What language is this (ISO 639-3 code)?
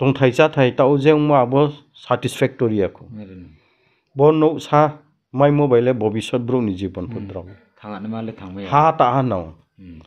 ria